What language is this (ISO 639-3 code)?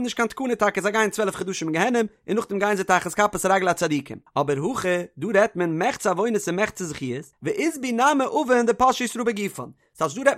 yid